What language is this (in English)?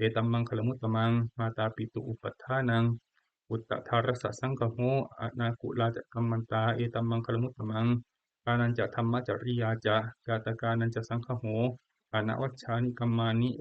Pali